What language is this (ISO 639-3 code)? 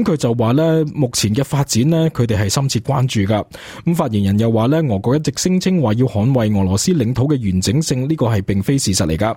yue